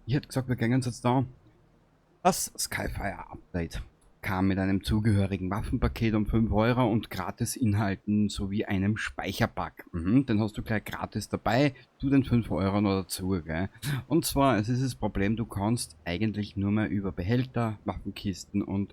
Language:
Bavarian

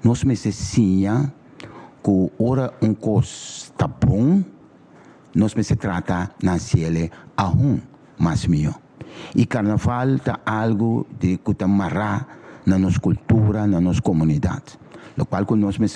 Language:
Papiamento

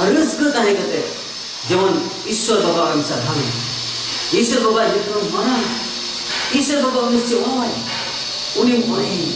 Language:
Santali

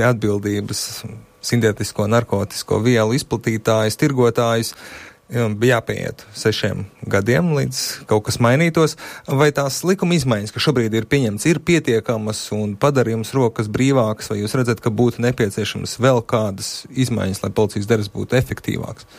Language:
Latvian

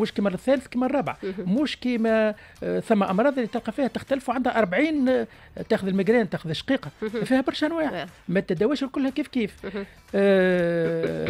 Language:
Tunisian Arabic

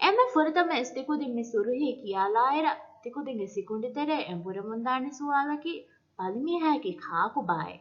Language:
Divehi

